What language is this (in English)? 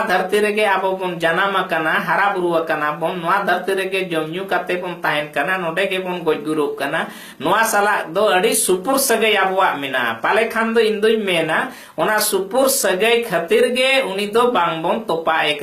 Santali